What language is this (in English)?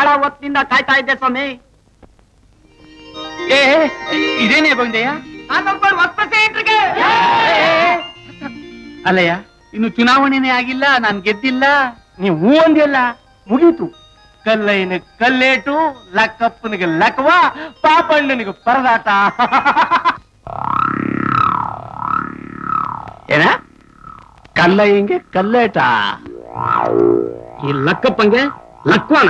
Kannada